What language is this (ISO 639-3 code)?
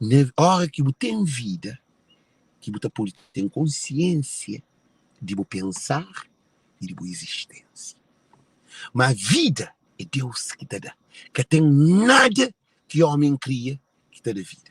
kea